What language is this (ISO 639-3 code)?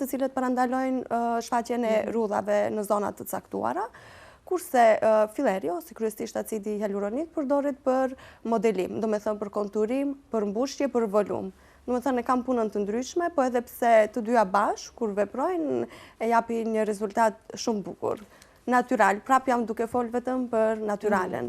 sqi